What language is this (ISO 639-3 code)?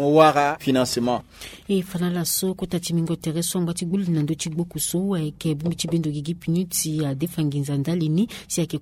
sag